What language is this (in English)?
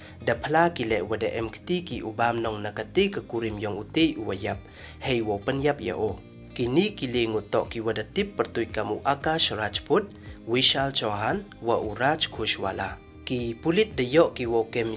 Pnar